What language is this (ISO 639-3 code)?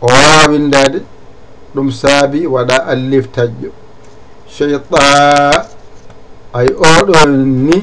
ful